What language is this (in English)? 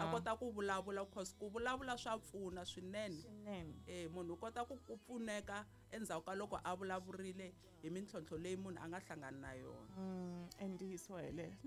Tsonga